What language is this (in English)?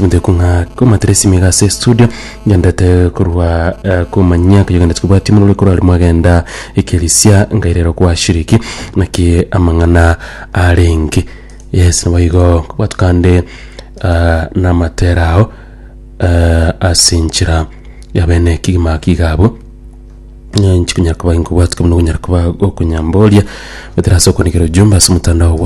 Gusii